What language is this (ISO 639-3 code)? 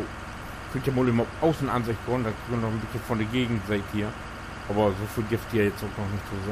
nds